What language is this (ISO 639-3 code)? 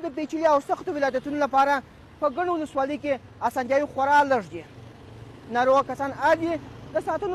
pus